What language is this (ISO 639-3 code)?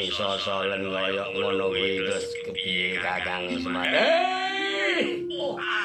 jav